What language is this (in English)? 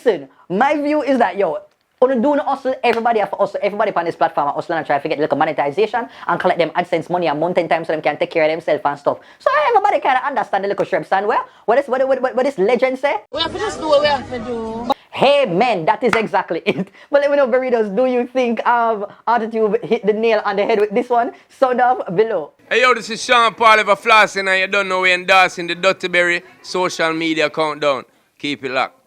Jamaican Creole English